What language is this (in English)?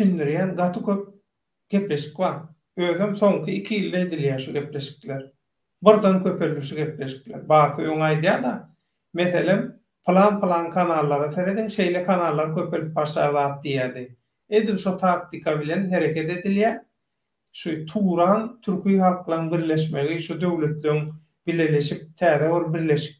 Turkmen